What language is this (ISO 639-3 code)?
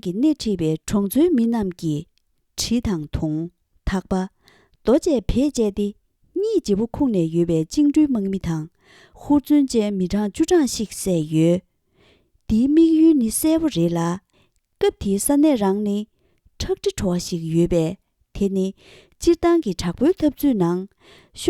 bod